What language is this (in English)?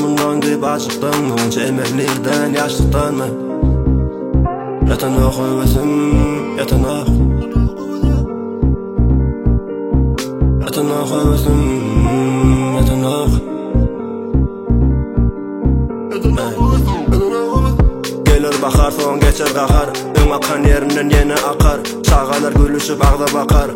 Turkish